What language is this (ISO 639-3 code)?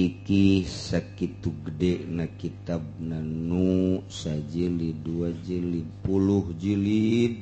sun